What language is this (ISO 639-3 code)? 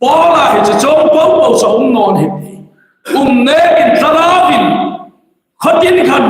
hmr